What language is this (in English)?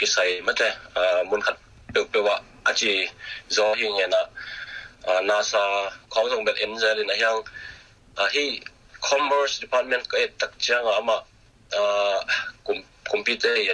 Tedim Chin